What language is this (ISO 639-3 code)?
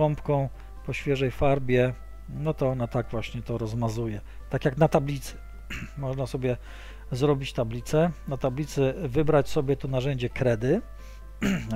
pol